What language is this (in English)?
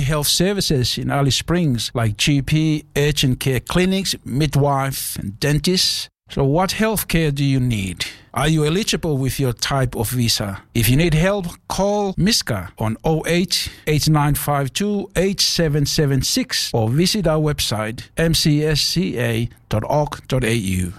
English